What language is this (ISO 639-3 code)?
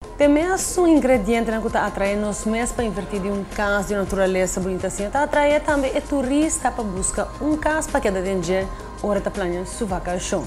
pap